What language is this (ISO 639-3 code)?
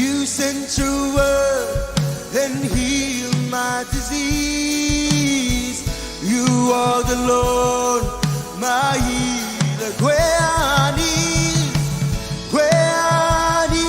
mah